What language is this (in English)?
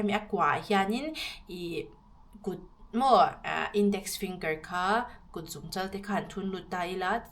Mizo